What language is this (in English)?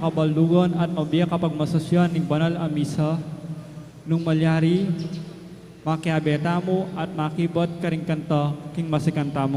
Pampanga